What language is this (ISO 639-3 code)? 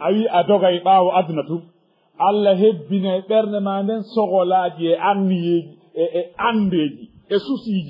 ful